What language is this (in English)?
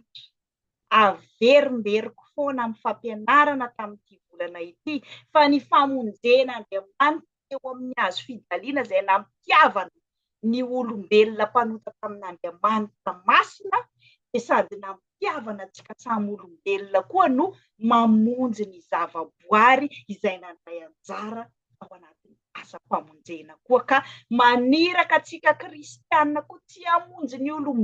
Malagasy